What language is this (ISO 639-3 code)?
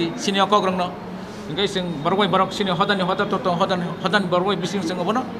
trp